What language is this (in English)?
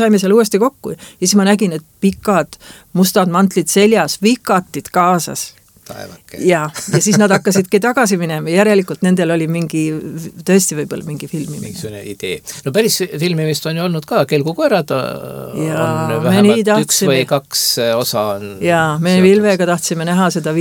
Estonian